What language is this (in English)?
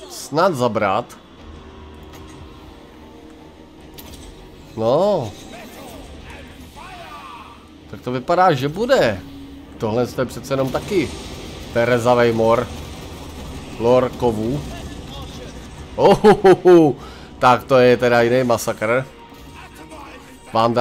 Czech